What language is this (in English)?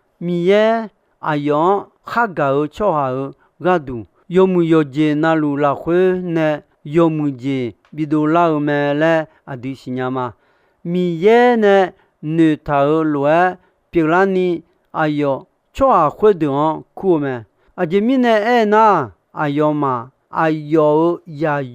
Akha